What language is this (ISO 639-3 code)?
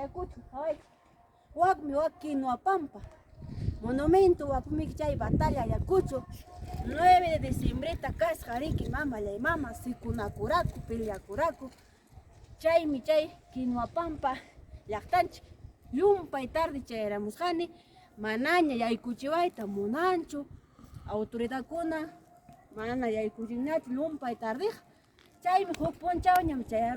quy